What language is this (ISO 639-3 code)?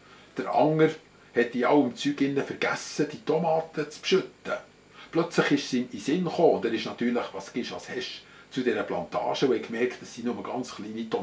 gsw